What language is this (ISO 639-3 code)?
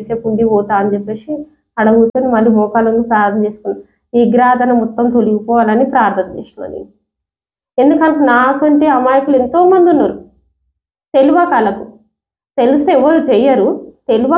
tel